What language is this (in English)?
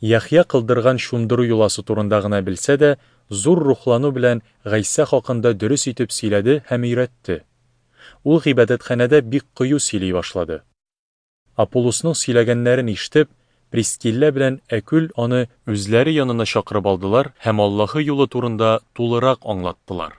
Tatar